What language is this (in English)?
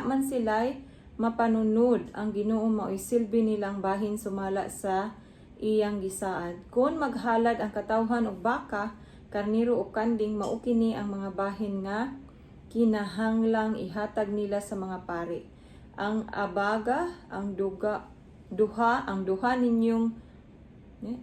Cebuano